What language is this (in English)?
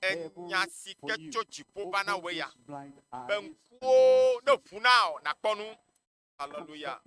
Ewe